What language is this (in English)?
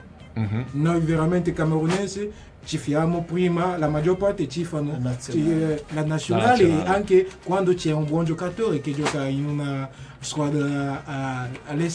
Italian